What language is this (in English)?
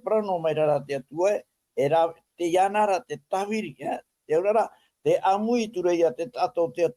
Tahitian